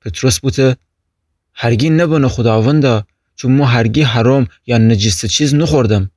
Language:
Gilaki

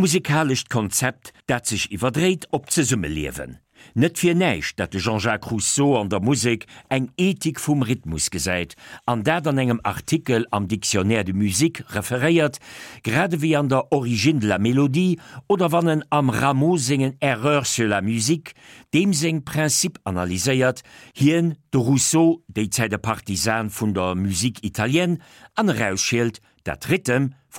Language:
Luxembourgish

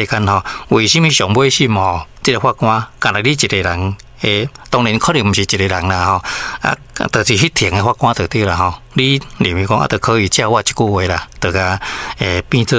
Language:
Min Nan Chinese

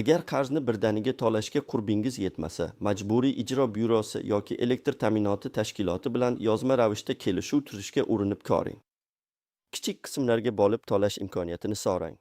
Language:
Uzbek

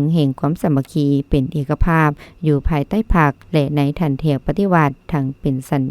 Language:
Lao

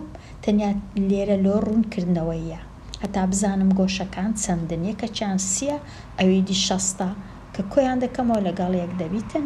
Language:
Central Kurdish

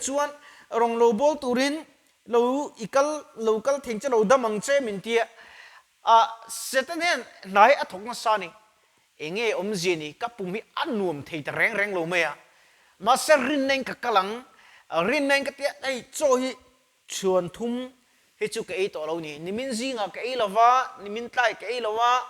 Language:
Mizo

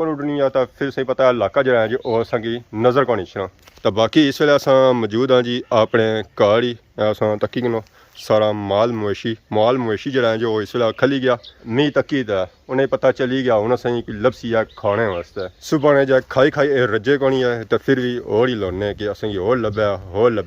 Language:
Pahari-Potwari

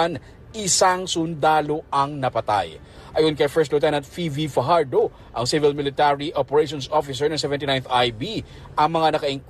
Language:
Filipino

